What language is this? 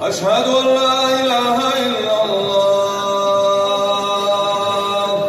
Kumyk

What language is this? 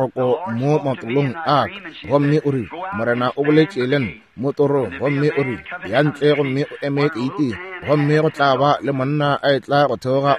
Northern Sotho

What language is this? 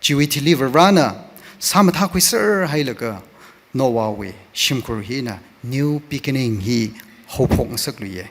Tangkhul Naga (India)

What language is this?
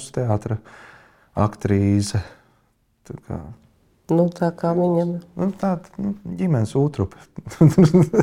Latvian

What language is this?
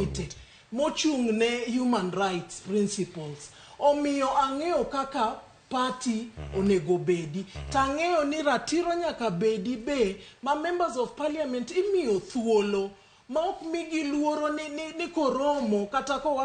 Luo (Kenya and Tanzania)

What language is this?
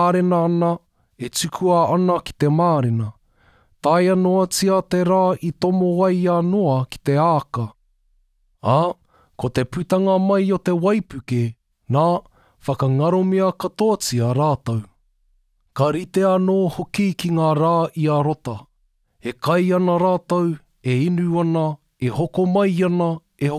Māori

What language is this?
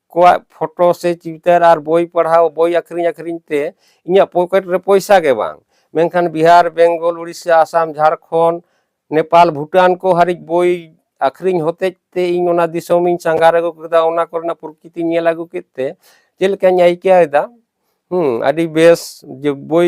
Santali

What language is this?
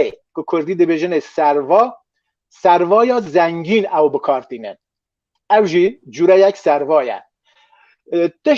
Kurdish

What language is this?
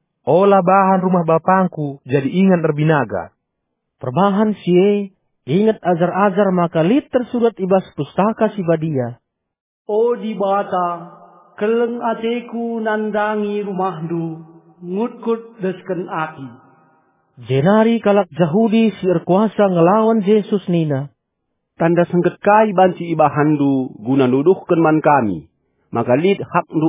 Batak Karo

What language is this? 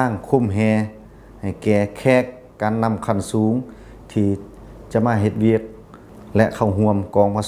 Lao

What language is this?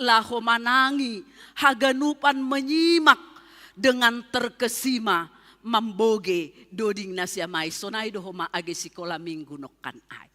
Batak Simalungun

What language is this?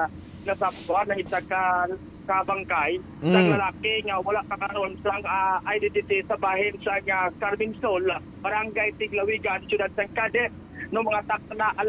Hiligaynon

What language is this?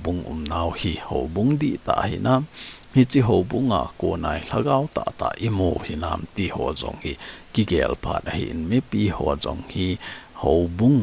Thado Chin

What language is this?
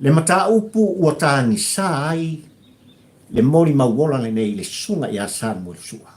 Samoan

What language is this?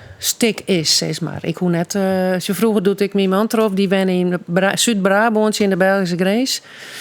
Western Frisian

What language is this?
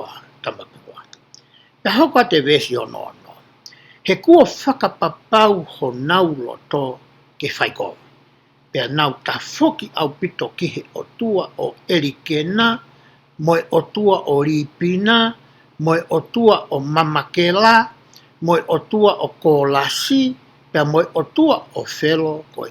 Tongan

